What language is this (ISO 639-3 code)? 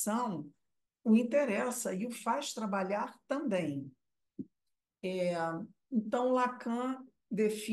por